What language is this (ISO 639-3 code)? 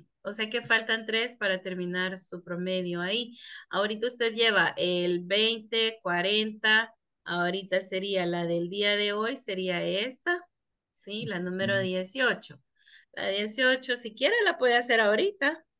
spa